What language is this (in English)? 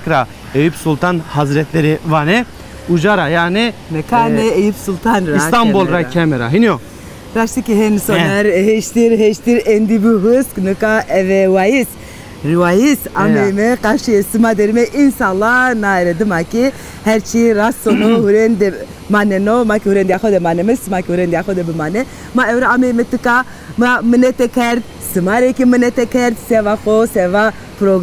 Zaza